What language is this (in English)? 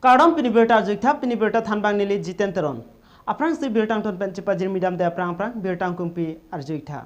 Karbi